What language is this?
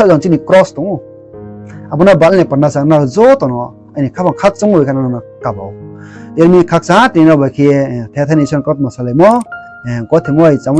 Riang (India)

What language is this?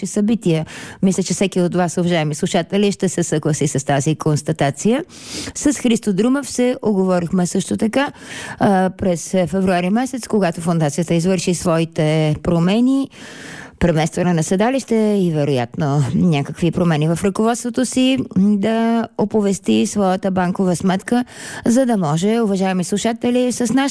Bulgarian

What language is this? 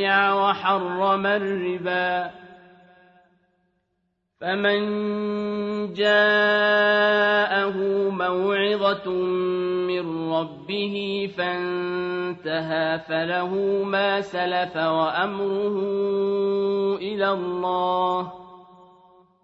Arabic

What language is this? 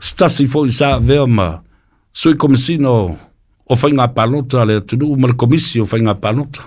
Samoan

